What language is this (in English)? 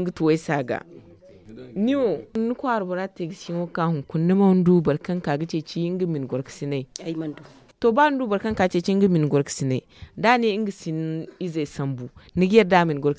Zarma